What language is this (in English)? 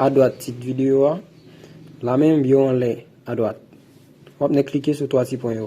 Haitian Creole